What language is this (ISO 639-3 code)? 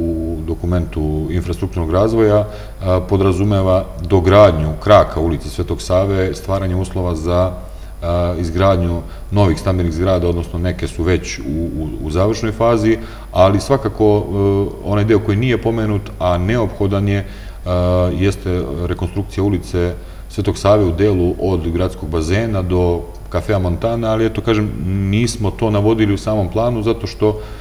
srp